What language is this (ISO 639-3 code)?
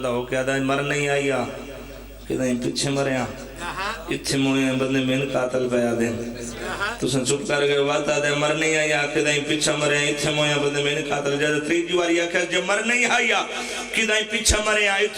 phr